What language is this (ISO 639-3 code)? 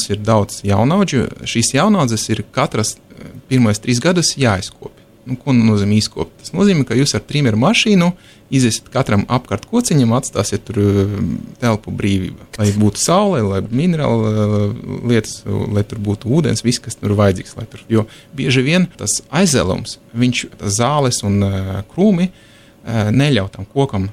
lav